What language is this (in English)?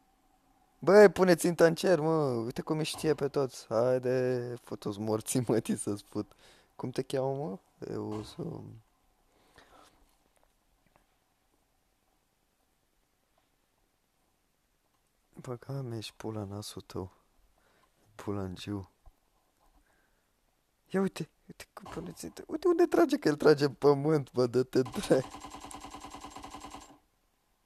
Romanian